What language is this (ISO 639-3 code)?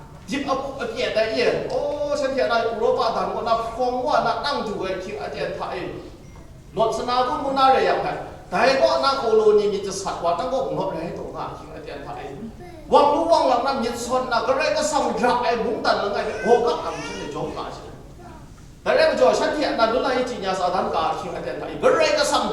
kac